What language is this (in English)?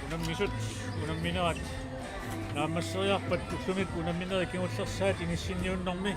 Kalaallisut